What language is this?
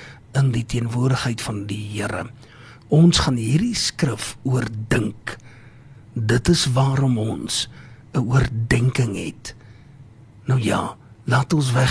Afrikaans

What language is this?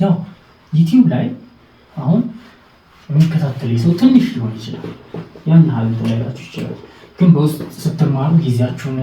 Amharic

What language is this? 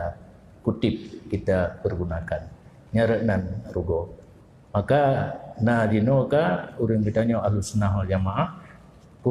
Achinese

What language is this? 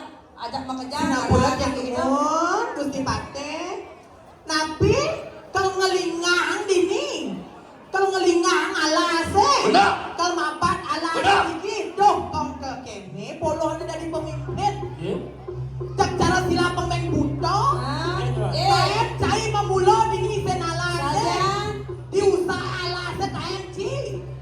Balinese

